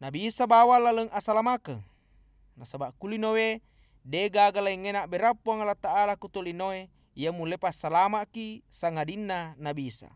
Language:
Buginese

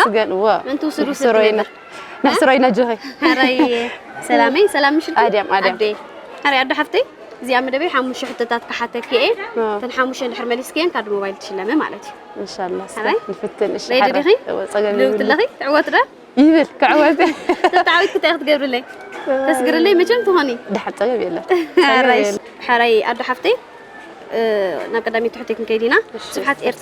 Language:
Tigrinya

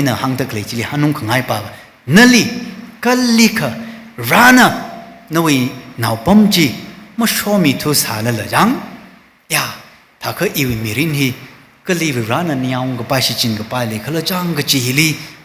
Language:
Tangkhul Naga (India)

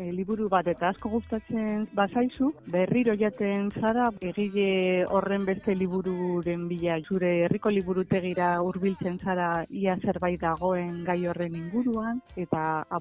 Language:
Basque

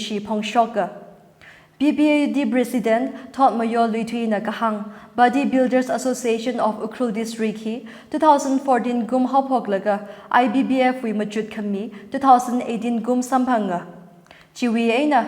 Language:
Tangkhul Naga (India)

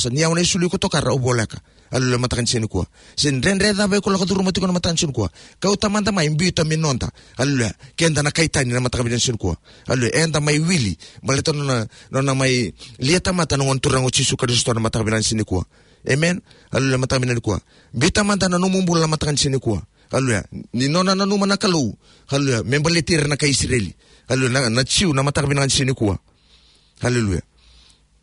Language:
Fijian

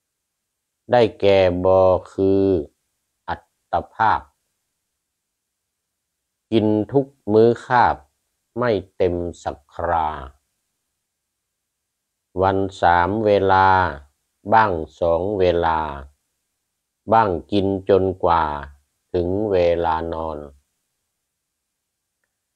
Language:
Thai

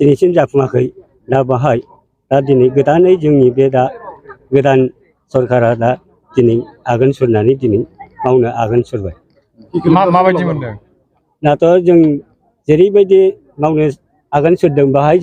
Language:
Bodo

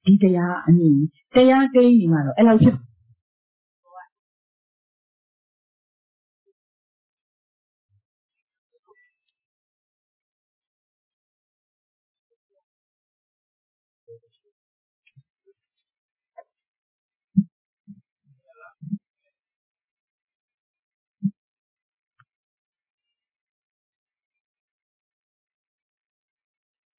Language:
Burmese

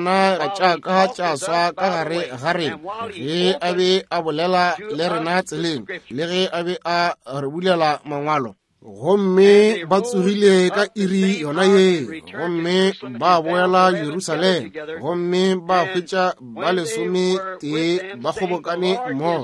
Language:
Northern Sotho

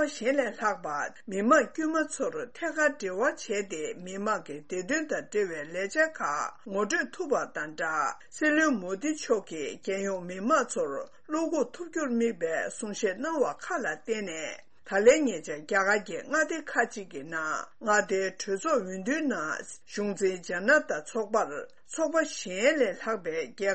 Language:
Tibetan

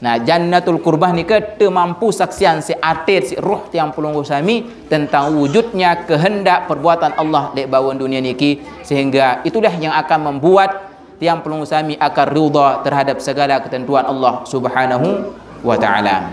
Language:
Sasak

